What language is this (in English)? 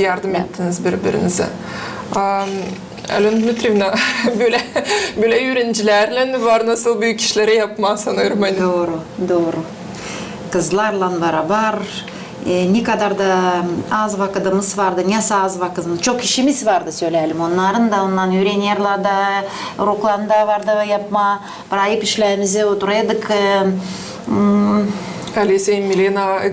Gagauz